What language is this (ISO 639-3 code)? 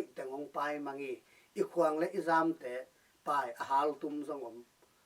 ctd